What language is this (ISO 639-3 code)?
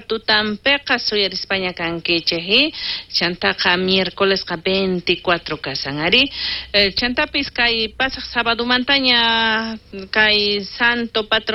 quh